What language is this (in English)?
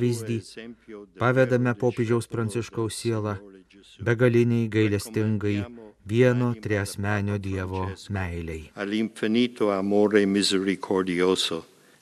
Lithuanian